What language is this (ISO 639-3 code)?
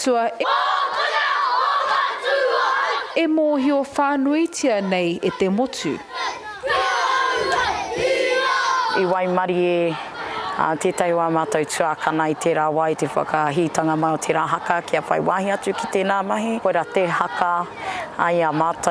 mri